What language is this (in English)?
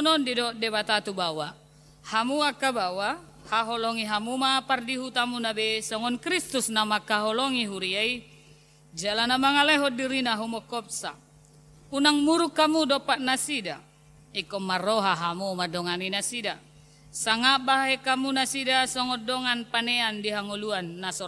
Batak Toba